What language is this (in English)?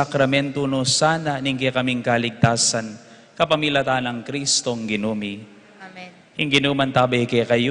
Pampanga